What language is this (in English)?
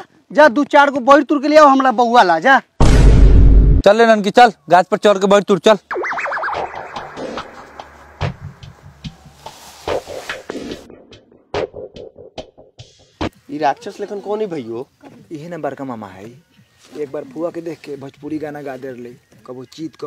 Bhojpuri